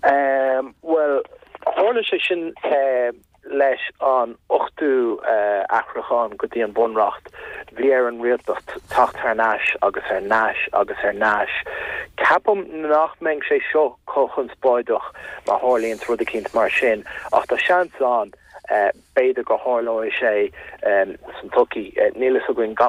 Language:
Irish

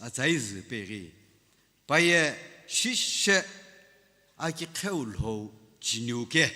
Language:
Sumi Naga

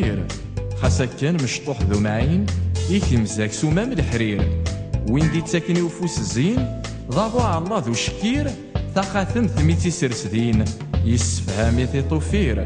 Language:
Kabyle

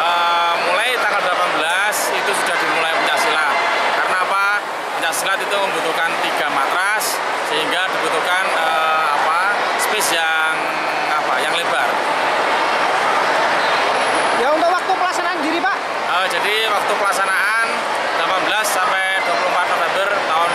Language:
Indonesian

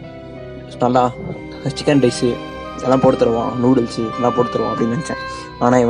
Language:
Tamil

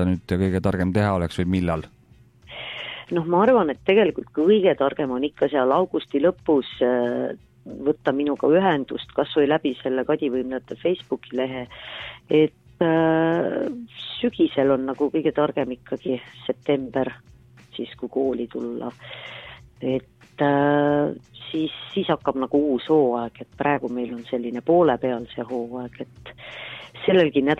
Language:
Estonian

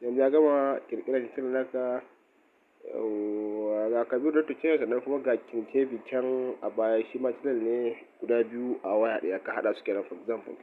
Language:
Hausa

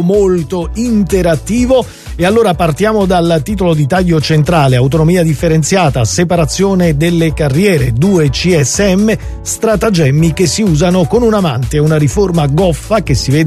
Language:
Italian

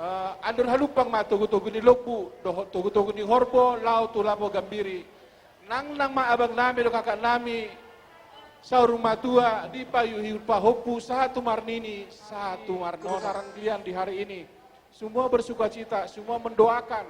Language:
Batak Toba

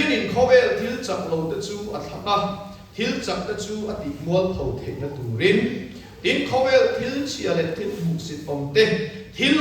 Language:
Mizo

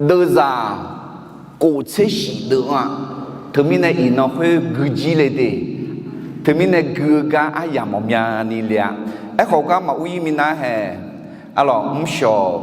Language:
Akha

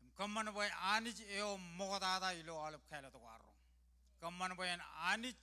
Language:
Marshallese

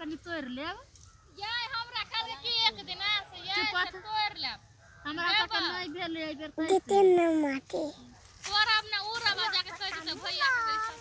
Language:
Maithili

